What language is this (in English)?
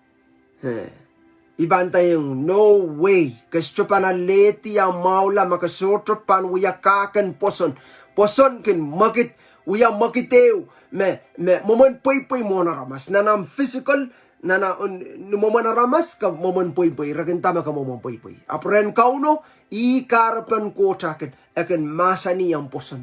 Pohnpeian